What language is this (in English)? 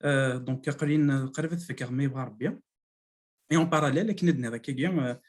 Kabyle